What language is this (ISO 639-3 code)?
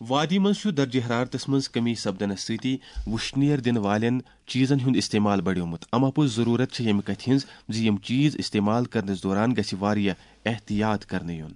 kas